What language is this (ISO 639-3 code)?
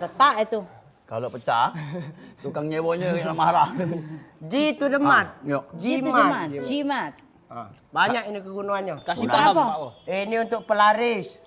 mui